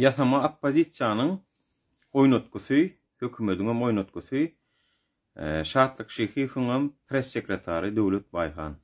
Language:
Turkmen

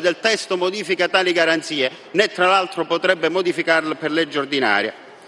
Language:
Italian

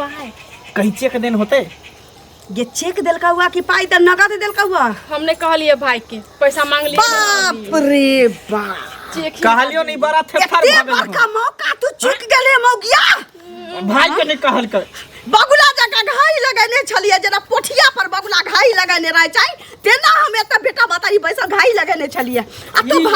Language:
Maithili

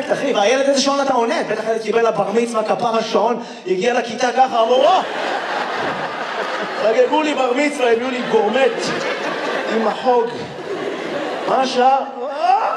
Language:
Hebrew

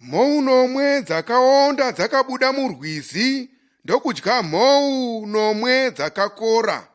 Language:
Shona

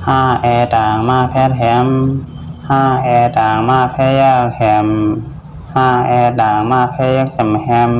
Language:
Shan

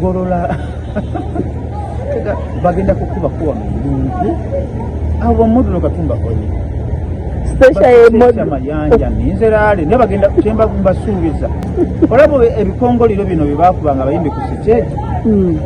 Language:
Ganda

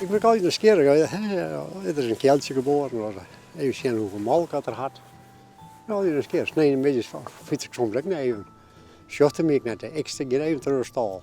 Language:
Western Frisian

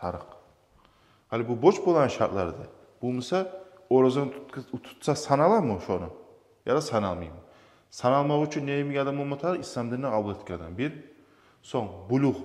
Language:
Kumyk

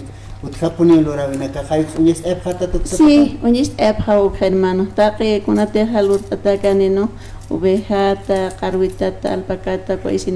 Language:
Aymara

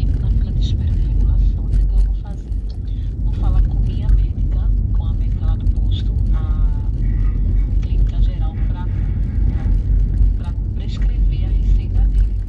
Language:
Portuguese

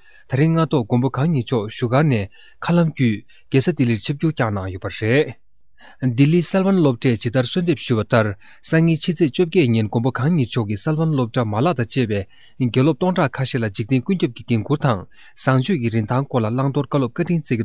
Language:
Tibetan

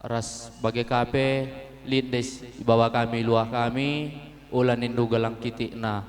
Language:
Batak Karo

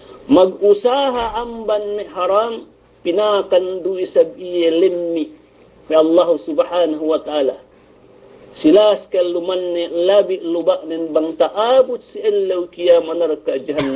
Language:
Yakan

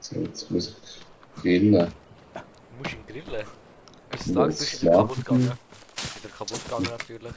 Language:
Swiss German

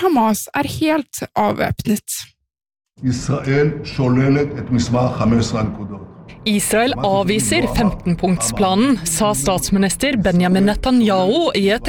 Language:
Norwegian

